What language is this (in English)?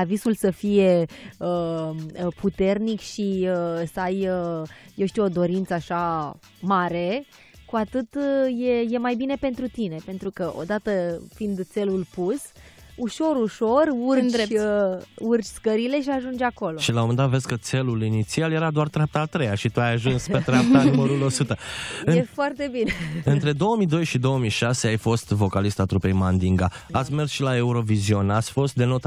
Romanian